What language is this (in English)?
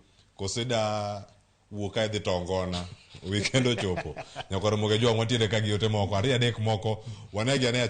Luo (Kenya and Tanzania)